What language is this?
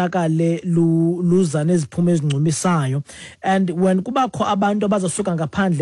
Xhosa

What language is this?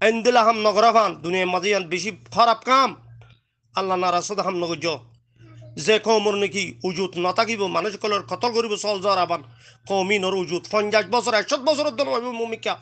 Rohingya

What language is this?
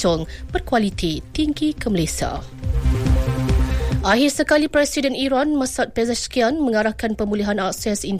Malay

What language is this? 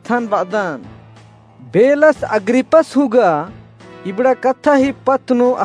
Kurukh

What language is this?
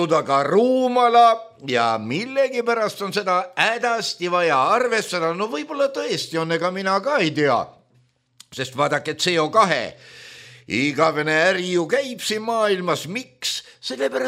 Estonian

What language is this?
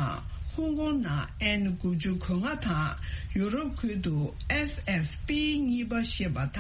Tibetan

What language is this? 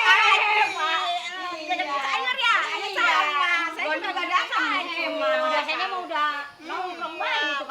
Betawi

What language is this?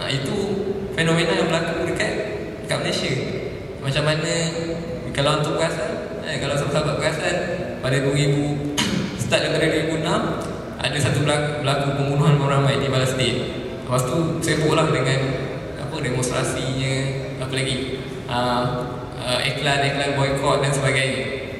Malay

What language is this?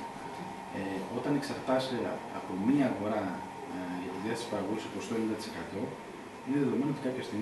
Greek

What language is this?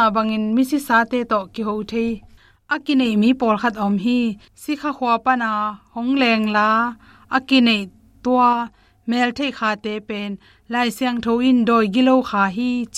Tedim Chin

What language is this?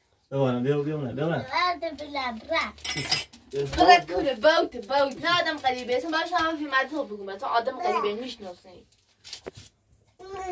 Persian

